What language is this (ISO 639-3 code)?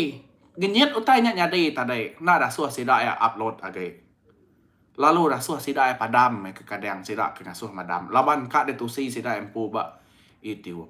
iba